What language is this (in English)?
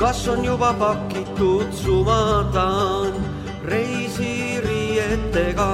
Estonian